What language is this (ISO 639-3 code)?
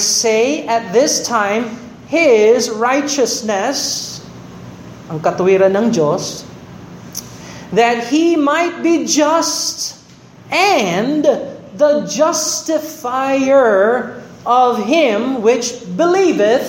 fil